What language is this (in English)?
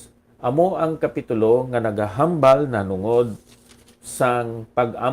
Hiligaynon